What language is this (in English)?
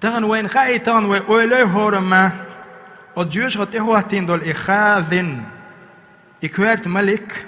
Chechen